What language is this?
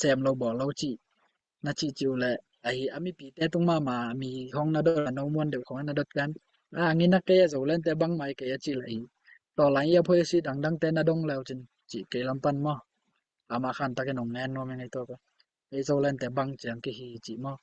Tedim Chin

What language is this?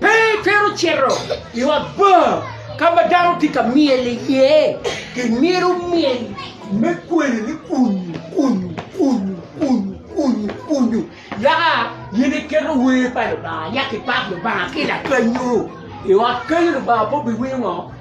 Acoli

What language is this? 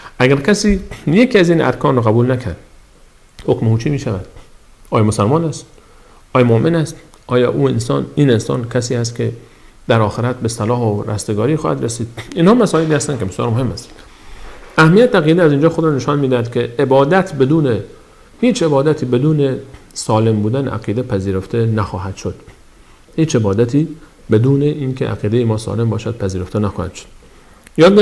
Persian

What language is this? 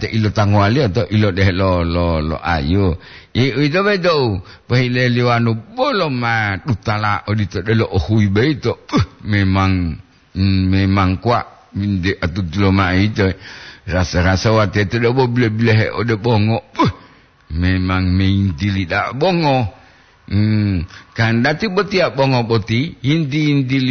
Gorontalo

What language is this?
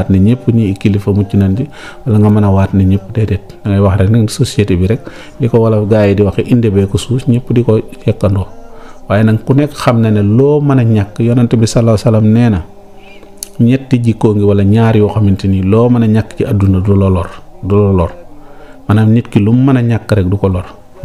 Wolof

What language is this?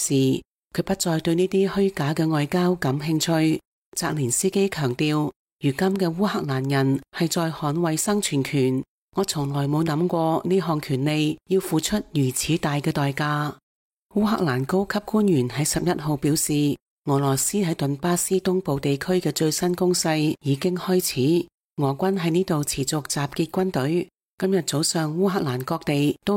Cantonese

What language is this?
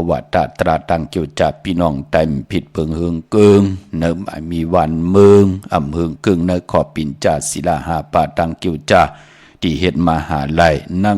Shan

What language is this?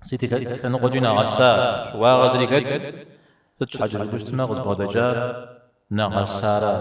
Kabardian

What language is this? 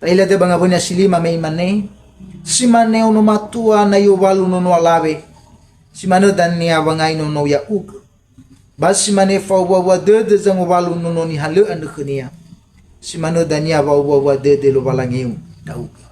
Nias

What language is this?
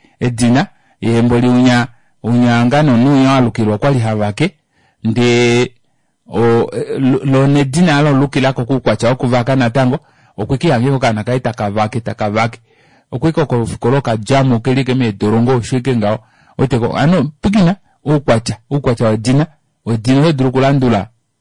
Kuanyama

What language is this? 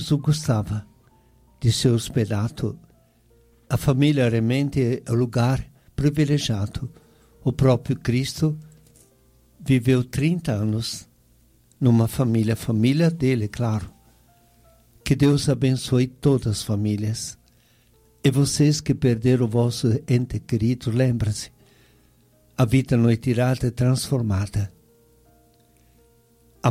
Portuguese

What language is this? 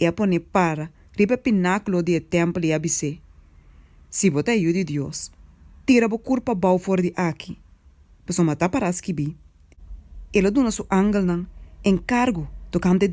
Papiamento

